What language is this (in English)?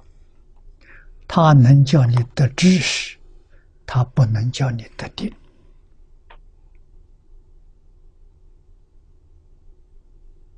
Chinese